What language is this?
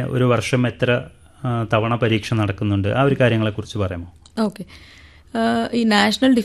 Malayalam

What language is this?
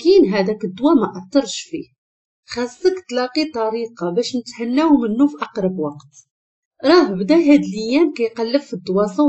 Moroccan Arabic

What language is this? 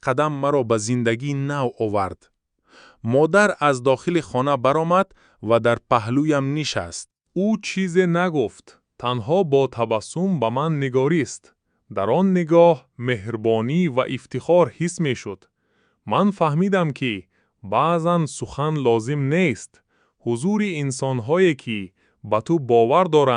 Tajik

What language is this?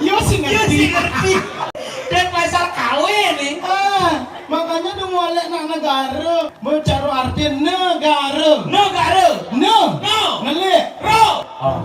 Balinese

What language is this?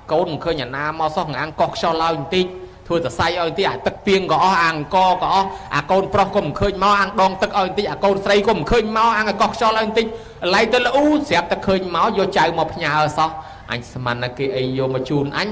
Khmer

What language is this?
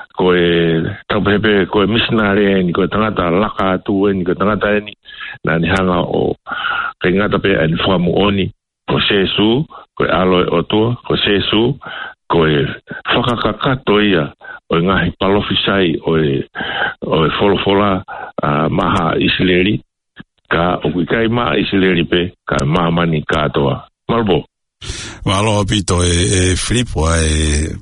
Tongan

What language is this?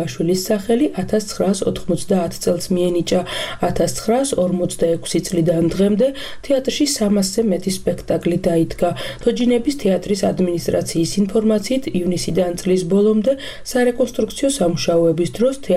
Georgian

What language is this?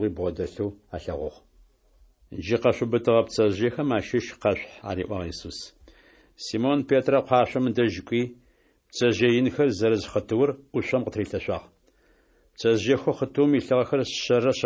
Adyghe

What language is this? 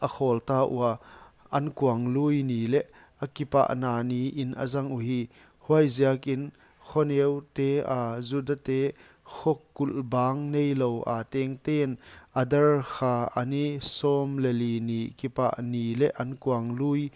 Paite Chin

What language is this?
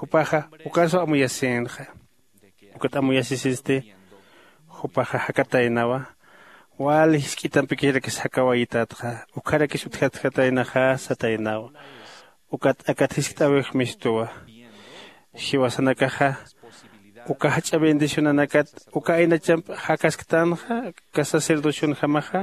Aymara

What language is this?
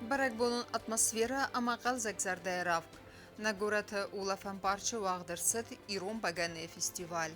Ossetic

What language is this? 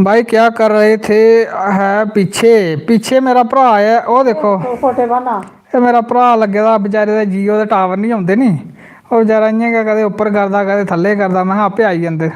Dogri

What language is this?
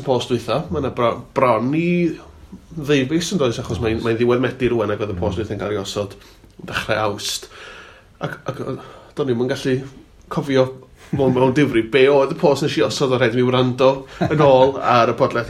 Welsh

